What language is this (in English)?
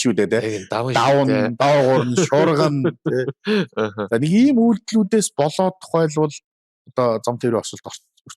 Mongolian